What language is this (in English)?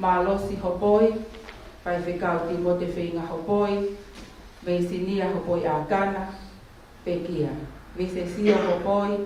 Tongan